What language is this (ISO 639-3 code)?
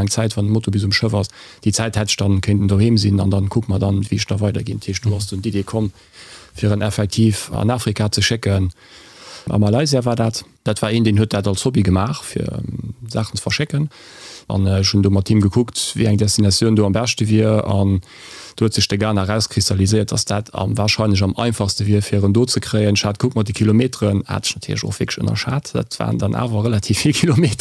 ltz